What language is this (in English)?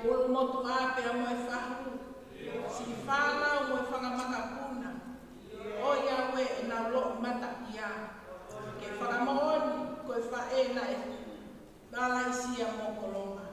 Tongan